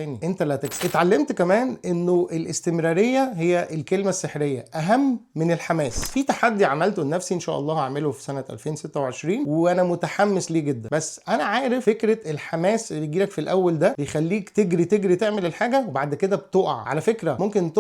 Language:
Egyptian Arabic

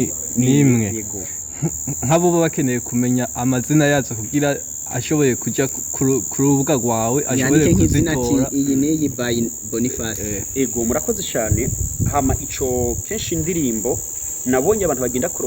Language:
Rundi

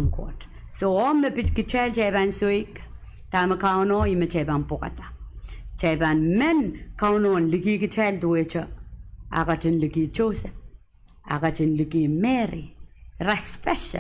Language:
Pohnpeian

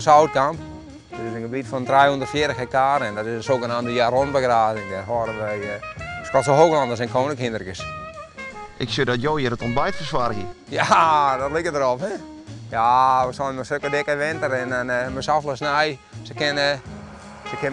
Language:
Western Frisian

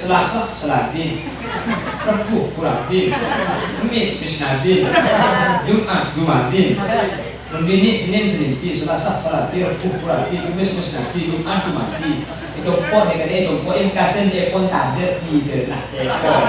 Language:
Madurese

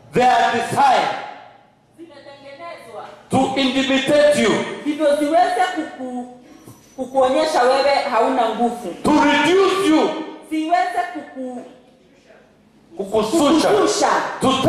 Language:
Swahili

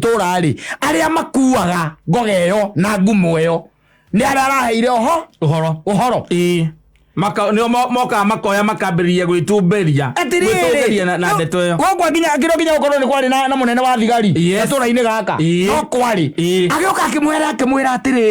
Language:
Kikuyu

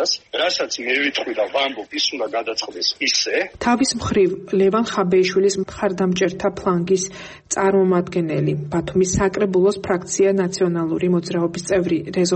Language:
Georgian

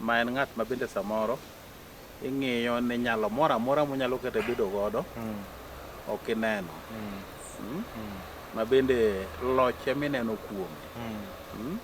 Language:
Luo (Kenya and Tanzania)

